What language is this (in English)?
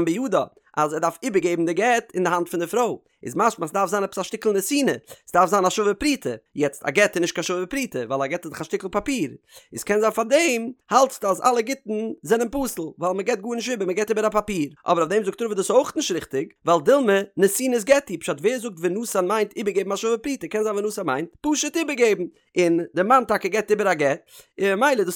Yiddish